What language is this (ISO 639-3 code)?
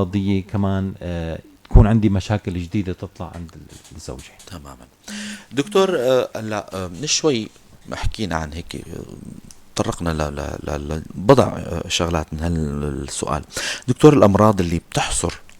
apc